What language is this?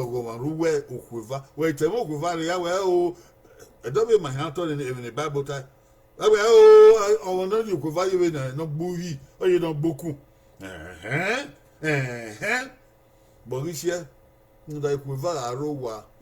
Bini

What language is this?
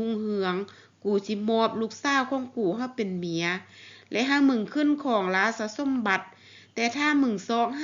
Lao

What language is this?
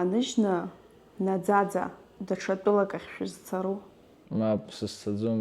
Abkhazian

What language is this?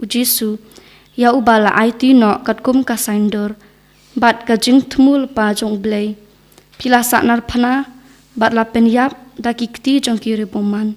Khasi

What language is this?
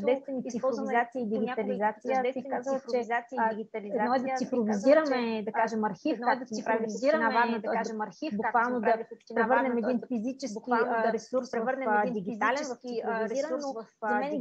Bulgarian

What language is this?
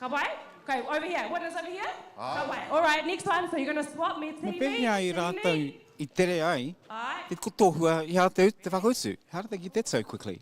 Māori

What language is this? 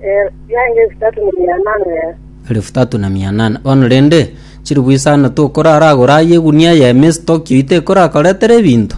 Gusii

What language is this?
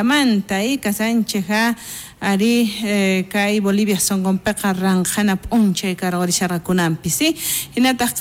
South Bolivian Quechua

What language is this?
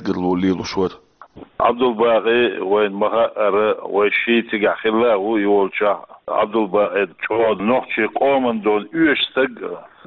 Chechen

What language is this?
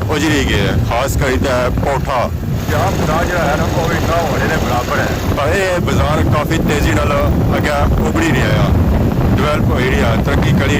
Pahari-Potwari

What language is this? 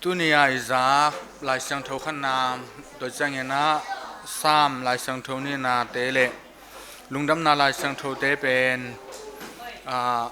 Tedim Chin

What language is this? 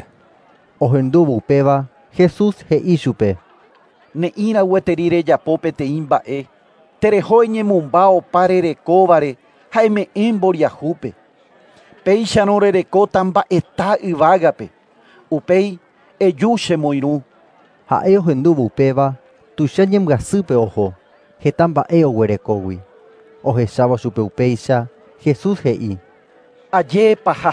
Guarani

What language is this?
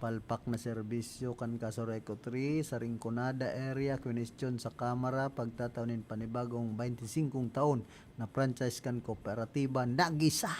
Bikol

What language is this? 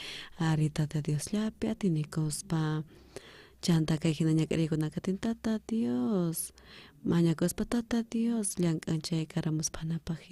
South Bolivian Quechua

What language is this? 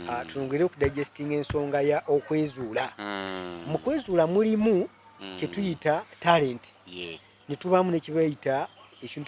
Ganda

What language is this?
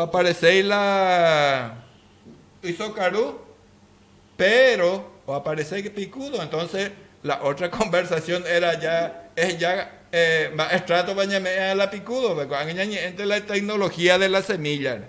Guarani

